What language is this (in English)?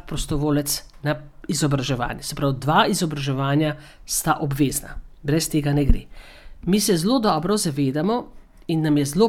Slovenian